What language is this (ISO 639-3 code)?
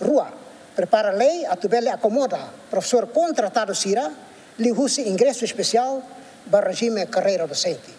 tet